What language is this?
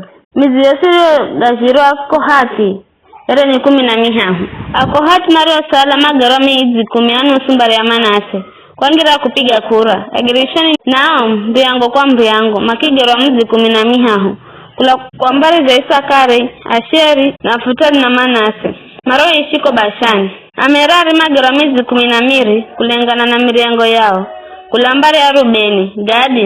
Giryama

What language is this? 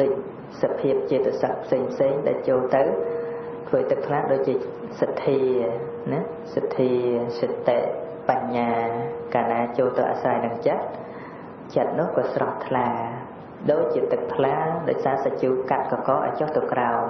Khmer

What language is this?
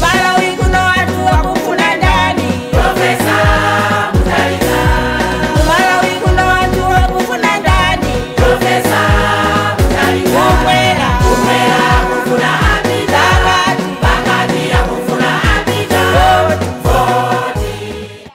Nyanja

